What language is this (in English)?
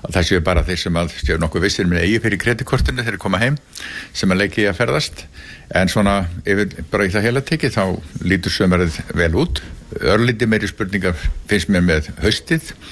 Icelandic